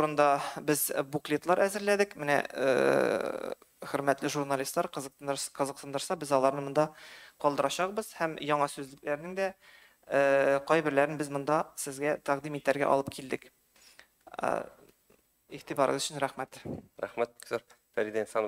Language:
Tatar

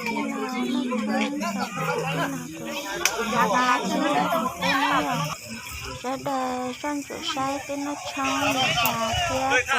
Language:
Hmong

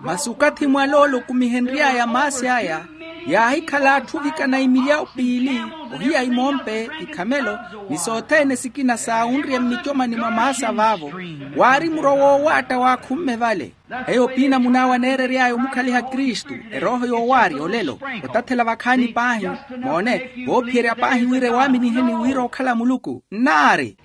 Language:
Makhuwa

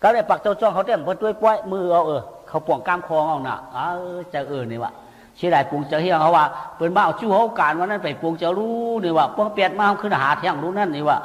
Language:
Shan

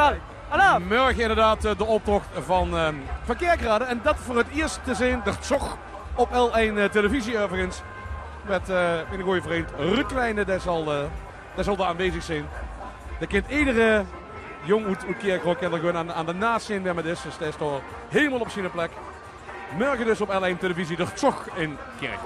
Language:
Limburgish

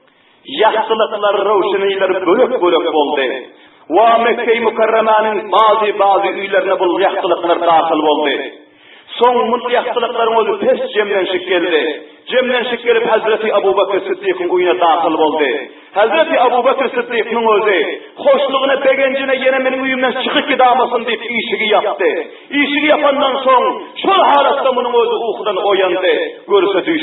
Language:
Turkmen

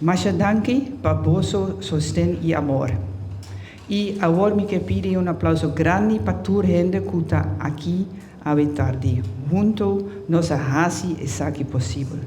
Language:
Papiamento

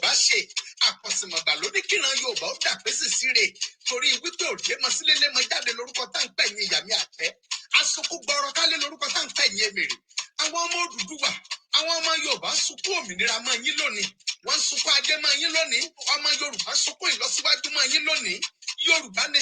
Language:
Yoruba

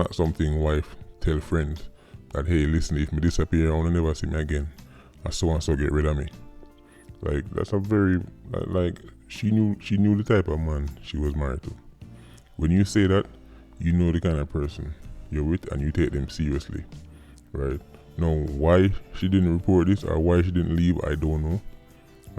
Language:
Jamaican Creole English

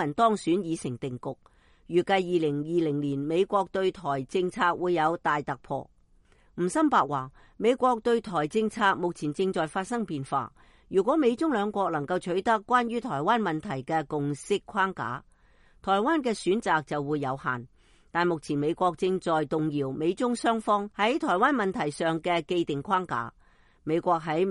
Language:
Cantonese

